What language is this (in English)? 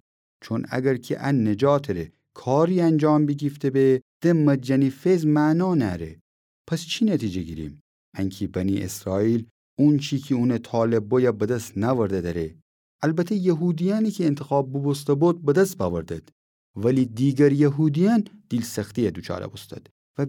Gilaki